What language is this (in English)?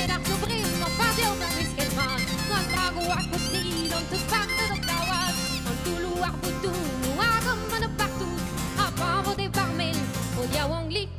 Breton